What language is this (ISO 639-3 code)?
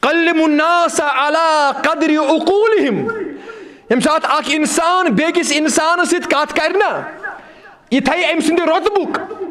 kas